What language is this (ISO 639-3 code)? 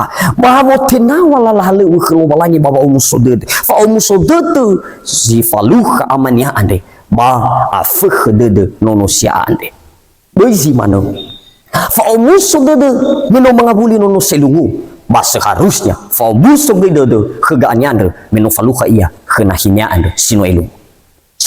nia